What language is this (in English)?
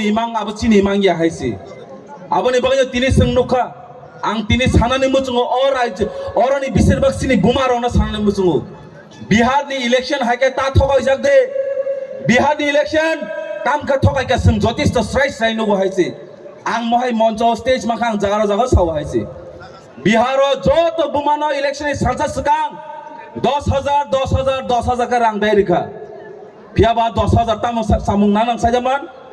Kok Borok